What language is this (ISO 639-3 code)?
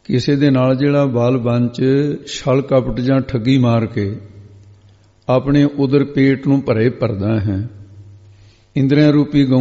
pan